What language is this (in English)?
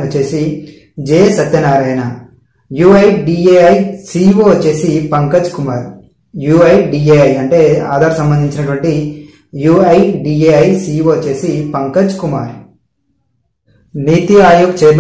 Telugu